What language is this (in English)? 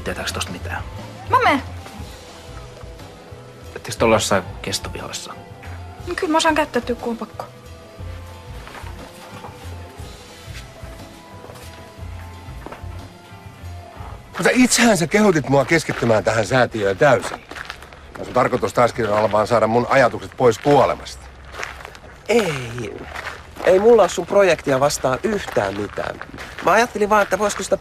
Finnish